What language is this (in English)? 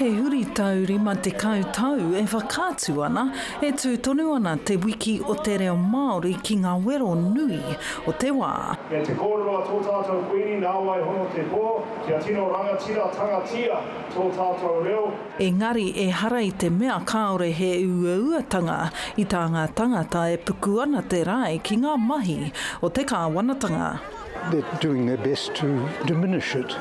Māori